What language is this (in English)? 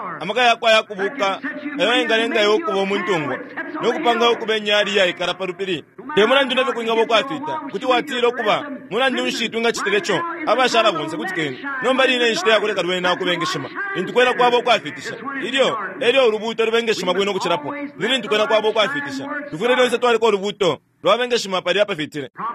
Bemba